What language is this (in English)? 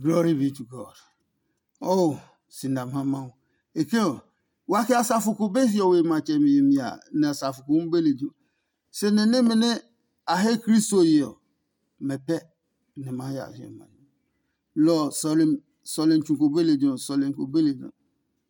Adangme